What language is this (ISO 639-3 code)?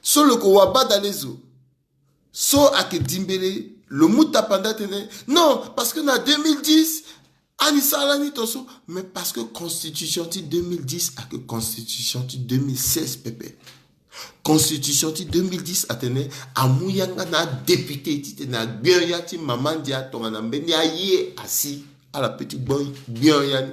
sag